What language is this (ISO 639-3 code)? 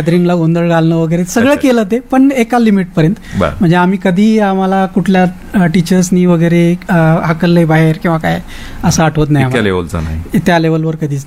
mar